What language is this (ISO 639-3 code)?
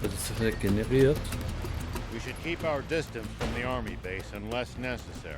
gsw